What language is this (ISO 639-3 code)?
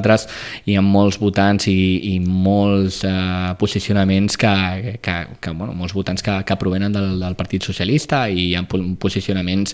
cat